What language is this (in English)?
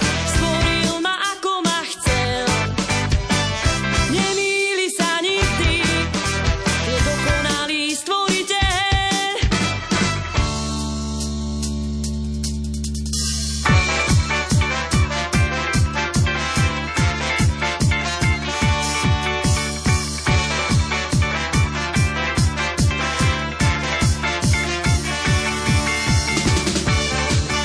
Slovak